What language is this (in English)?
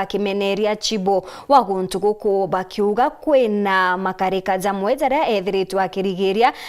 Meru